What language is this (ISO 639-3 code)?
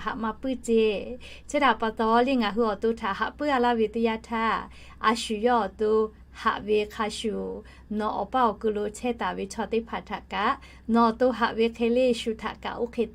lhu